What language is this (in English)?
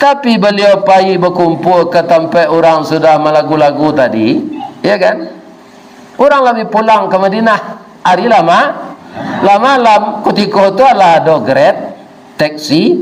Minangkabau